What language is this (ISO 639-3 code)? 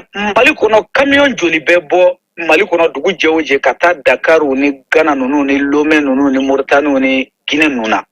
bam